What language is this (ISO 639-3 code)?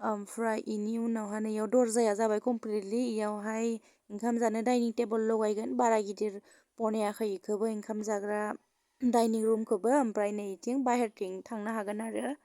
brx